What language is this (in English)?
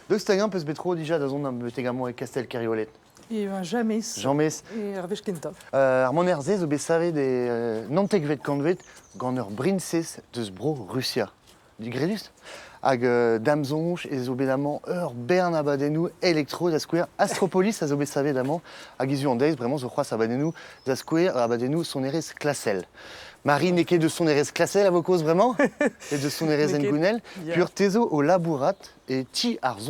Breton